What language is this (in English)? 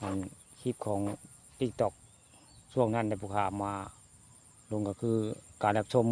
Northeastern Thai